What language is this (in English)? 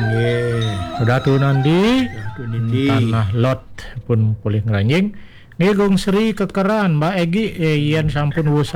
Balinese